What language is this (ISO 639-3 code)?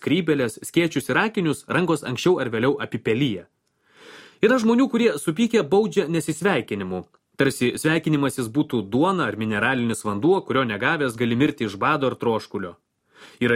lit